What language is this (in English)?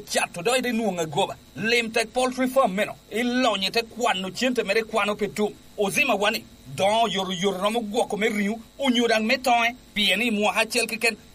Lango (Uganda)